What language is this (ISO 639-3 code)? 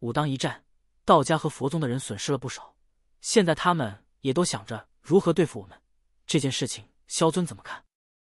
zho